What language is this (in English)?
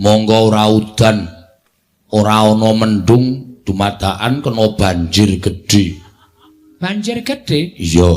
Javanese